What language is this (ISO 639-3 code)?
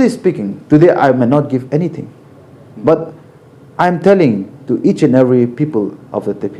nag